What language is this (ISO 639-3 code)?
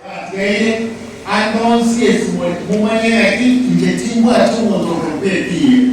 guz